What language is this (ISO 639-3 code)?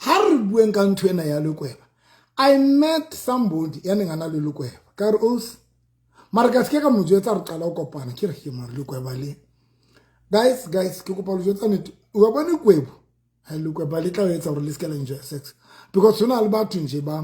sot